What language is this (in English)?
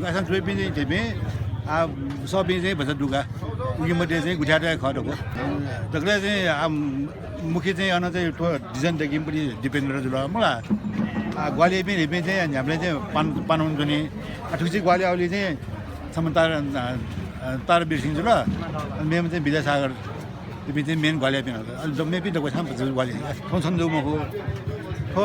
Newari